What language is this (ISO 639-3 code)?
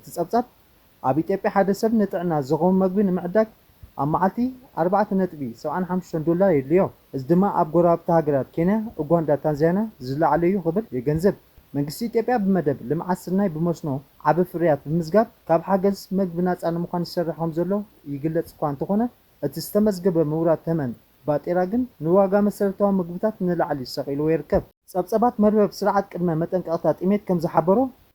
tir